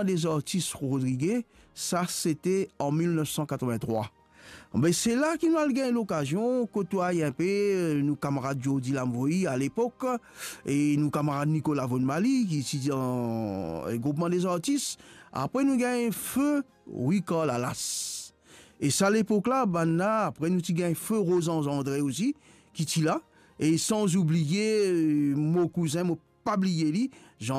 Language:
Morisyen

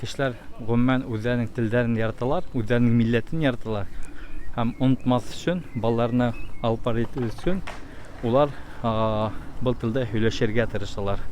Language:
Bashkir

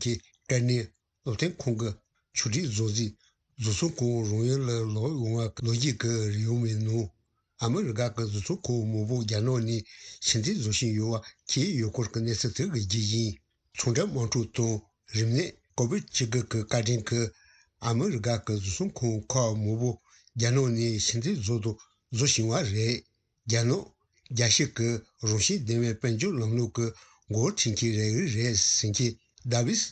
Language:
Tibetan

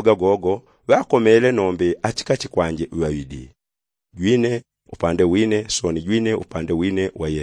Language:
Yao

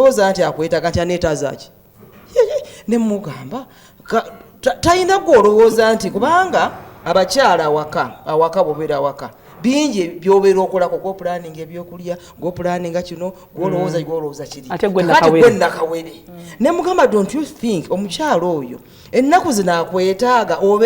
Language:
Ganda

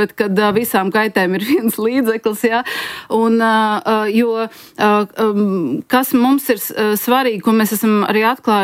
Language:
Latvian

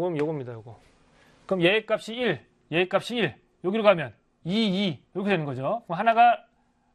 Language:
Korean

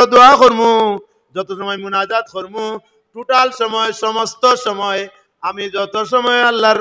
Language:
Sylheti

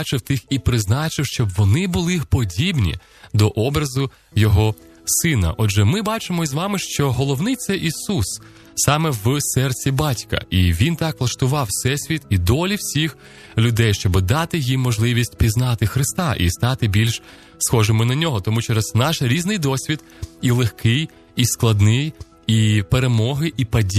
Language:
Ukrainian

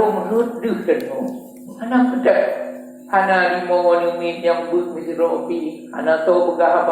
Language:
Achinese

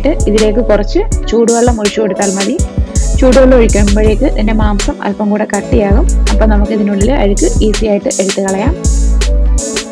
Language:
Malayalam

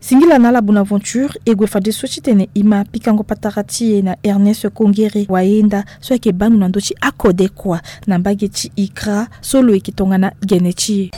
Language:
Sango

